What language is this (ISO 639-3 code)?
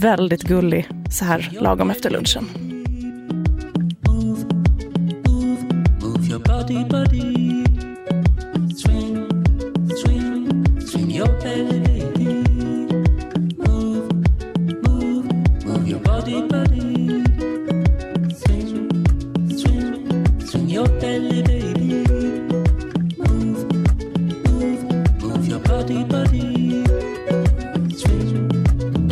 swe